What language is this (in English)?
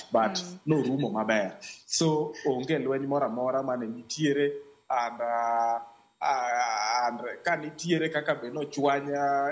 Luo (Kenya and Tanzania)